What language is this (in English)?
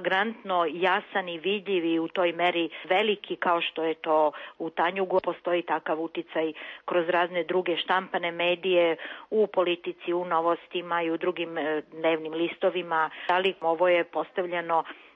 Serbian